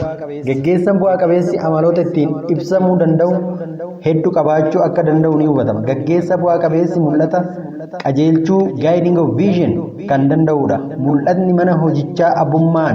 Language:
Oromo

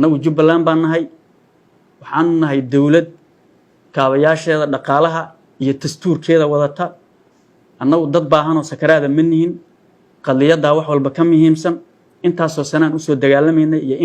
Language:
Somali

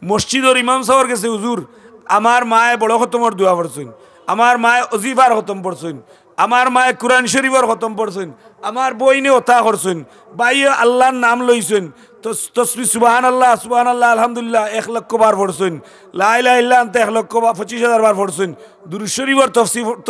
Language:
Sylheti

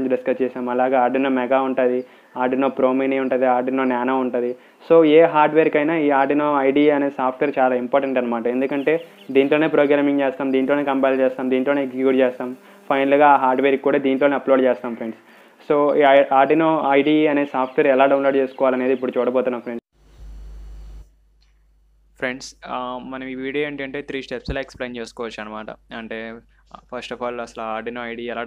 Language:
Telugu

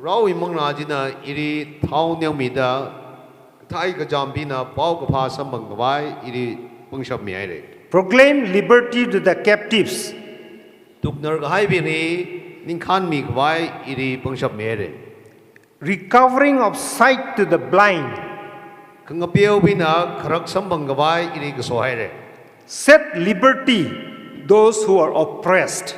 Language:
Tangkhul Naga (India)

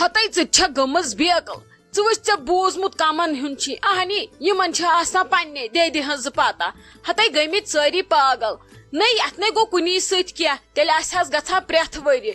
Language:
Kashmiri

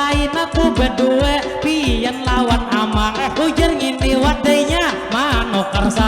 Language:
Banjar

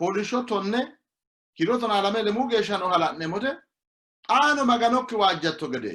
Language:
Sidamo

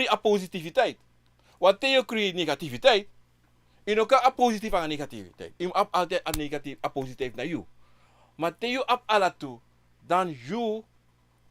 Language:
Sranan Tongo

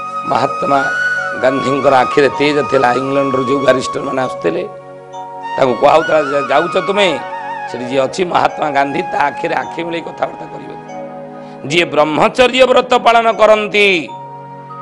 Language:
Odia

